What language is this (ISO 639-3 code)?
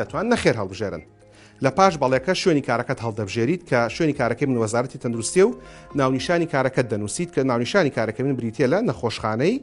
ckb